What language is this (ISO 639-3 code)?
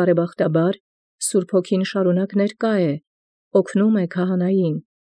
hye